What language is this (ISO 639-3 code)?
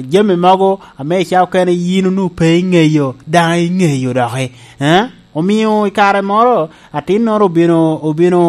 laj